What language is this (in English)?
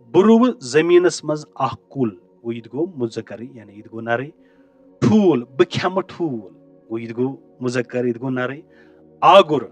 Kashmiri